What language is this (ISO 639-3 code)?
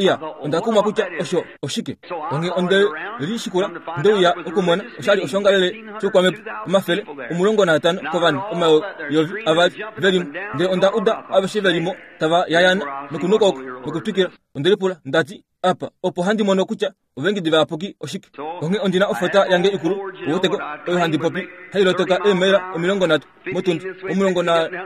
kua